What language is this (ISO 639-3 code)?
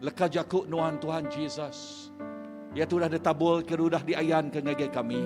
iba